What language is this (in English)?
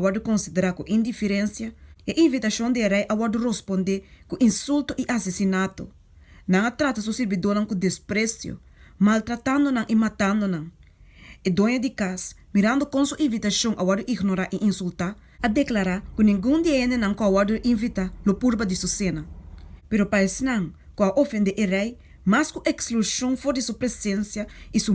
Papiamento